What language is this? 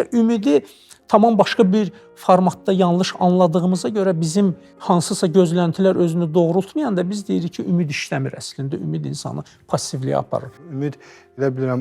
Azerbaijani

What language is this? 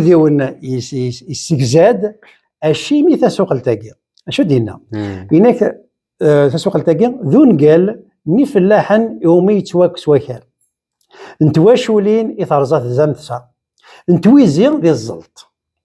Kabyle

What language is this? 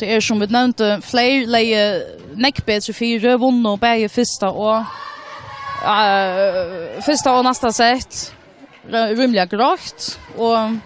Faroese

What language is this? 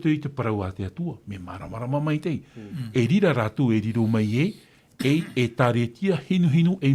Tahitian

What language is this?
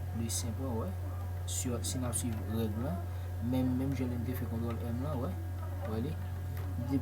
Haitian Creole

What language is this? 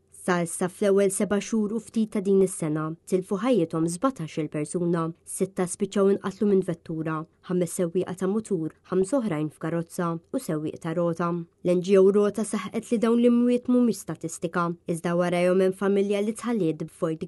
Maltese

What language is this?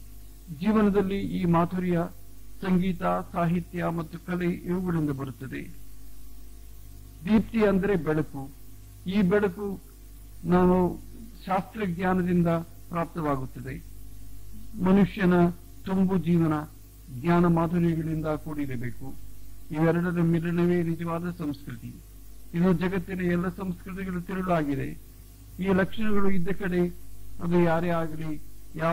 Kannada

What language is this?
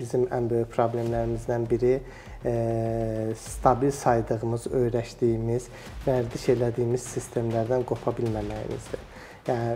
Azerbaijani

